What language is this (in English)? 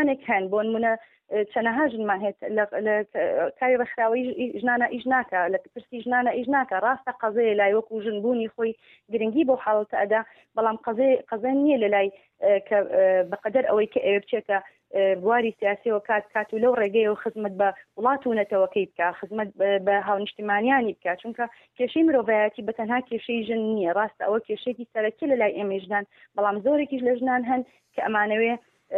Central Kurdish